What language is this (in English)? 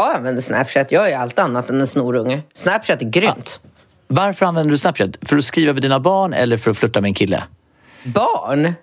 Swedish